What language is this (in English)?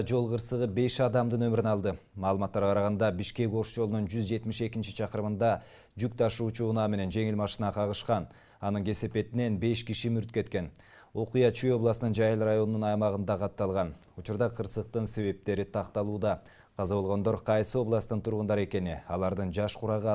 Kyrgyz